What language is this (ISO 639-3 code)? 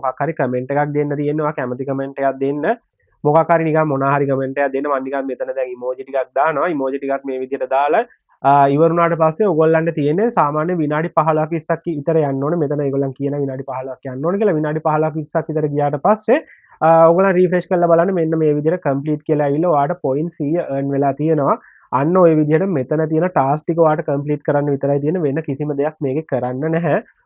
sin